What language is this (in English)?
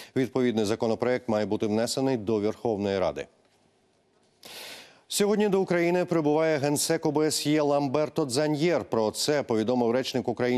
Ukrainian